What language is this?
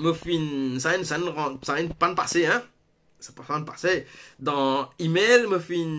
Morisyen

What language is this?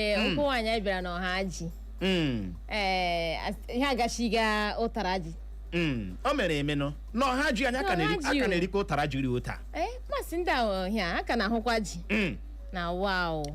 Igbo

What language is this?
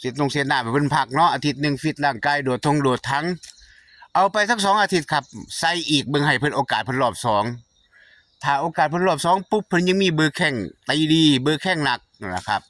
Northeastern Thai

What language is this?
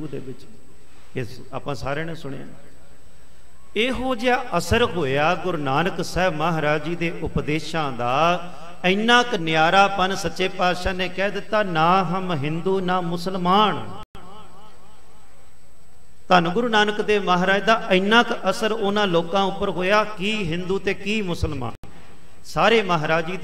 Punjabi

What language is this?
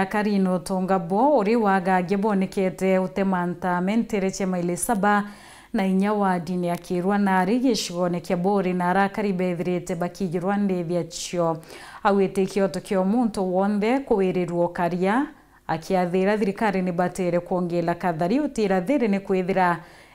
Meru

